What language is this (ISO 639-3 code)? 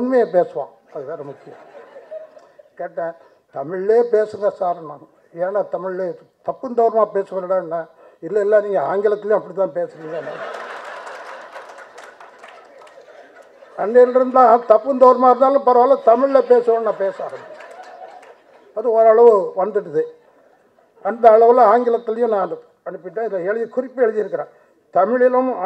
tam